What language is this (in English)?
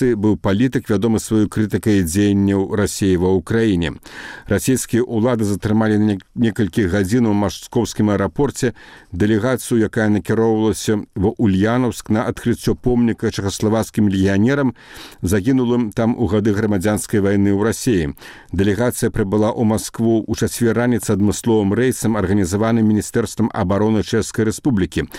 Belarusian